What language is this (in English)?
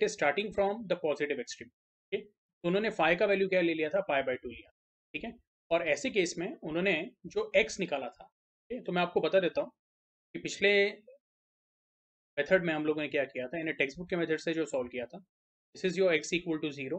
Hindi